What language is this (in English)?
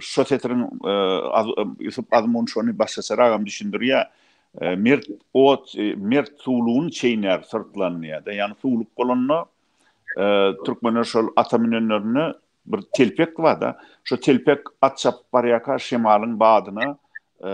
Turkmen